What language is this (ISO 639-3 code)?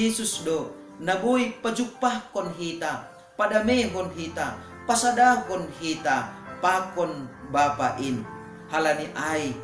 bts